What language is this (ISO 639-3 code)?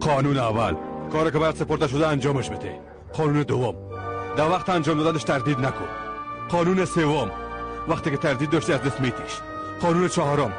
fas